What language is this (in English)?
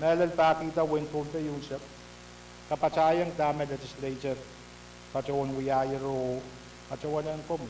Pohnpeian